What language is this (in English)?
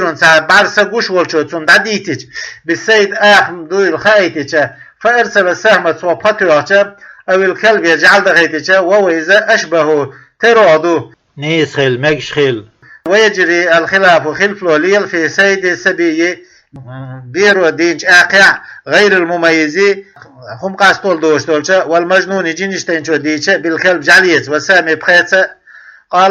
Chechen